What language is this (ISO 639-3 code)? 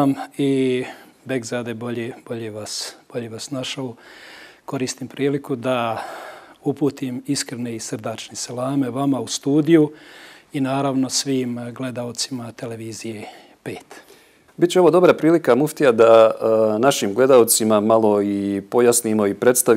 bos